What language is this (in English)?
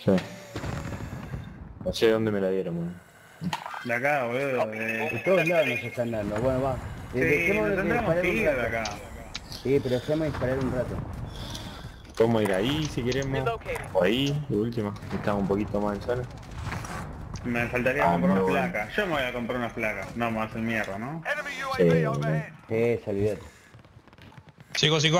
Spanish